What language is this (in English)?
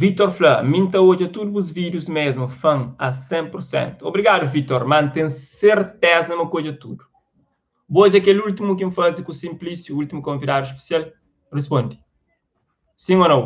Kabuverdianu